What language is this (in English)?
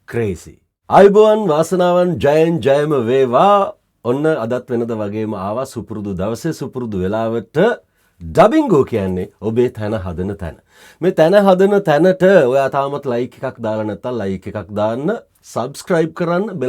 Sinhala